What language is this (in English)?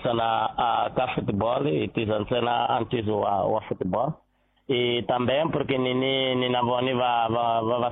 Tsonga